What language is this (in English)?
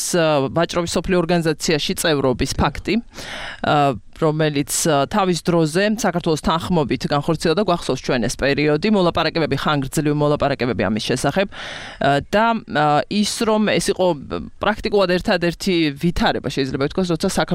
Georgian